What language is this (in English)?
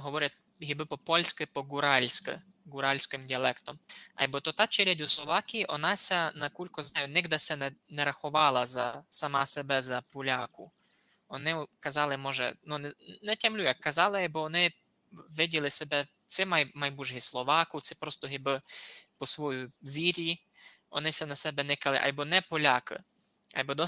Rusyn